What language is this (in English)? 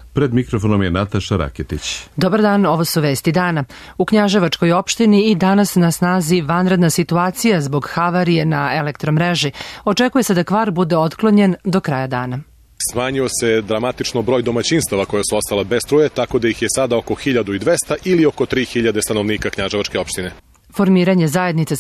Serbian